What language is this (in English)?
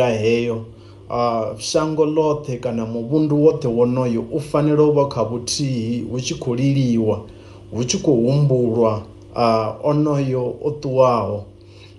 Venda